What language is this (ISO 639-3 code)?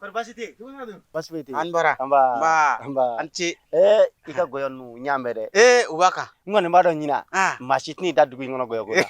bam